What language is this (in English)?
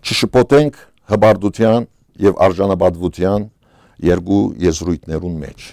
Western Armenian